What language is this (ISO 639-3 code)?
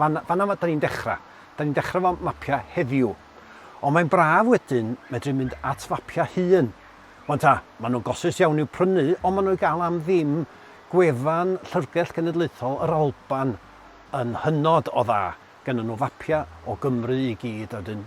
cym